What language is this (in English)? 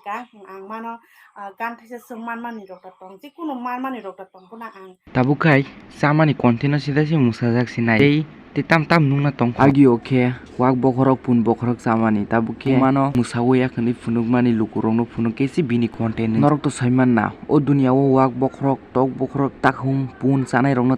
Kok Borok